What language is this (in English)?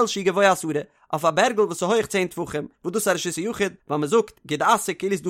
Yiddish